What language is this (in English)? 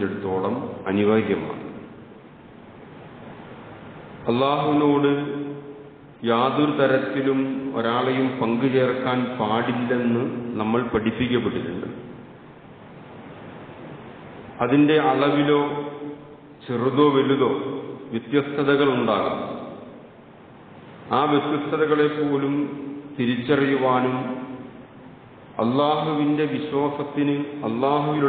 Malayalam